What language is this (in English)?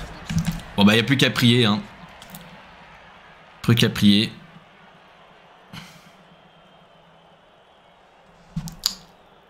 French